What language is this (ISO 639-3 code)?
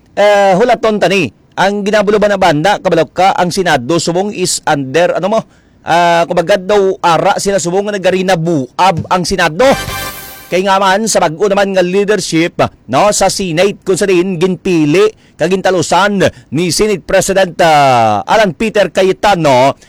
hil